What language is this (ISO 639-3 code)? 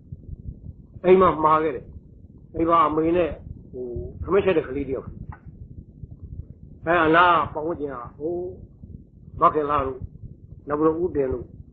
mya